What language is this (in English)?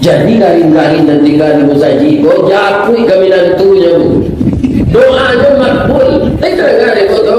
Minangkabau